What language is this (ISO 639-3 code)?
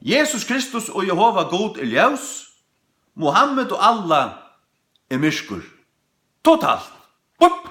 fao